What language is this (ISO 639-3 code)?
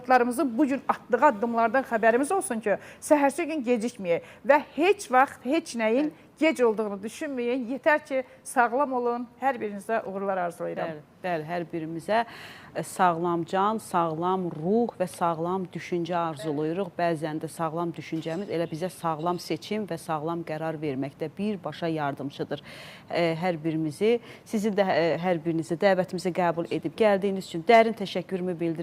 aze